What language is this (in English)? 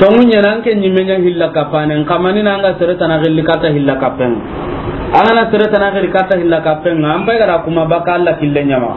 Soninke